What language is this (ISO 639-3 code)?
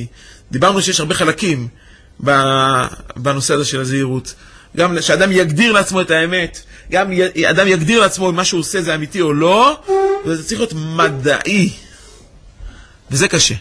heb